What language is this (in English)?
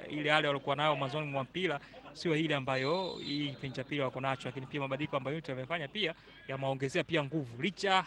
Swahili